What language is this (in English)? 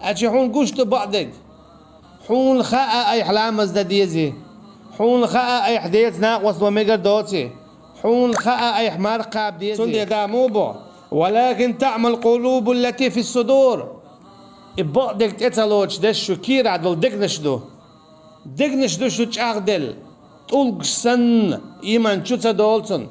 Chechen